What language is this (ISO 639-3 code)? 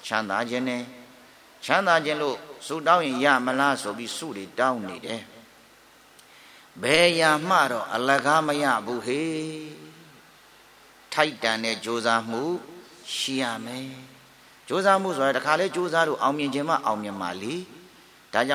mya